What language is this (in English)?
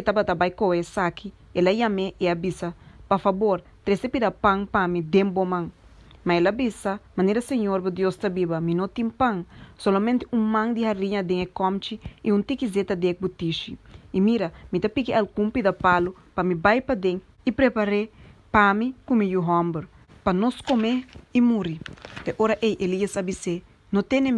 Papiamento